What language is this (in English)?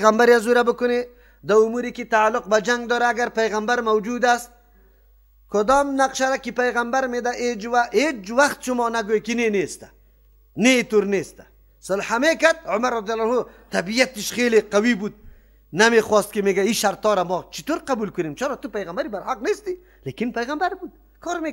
Persian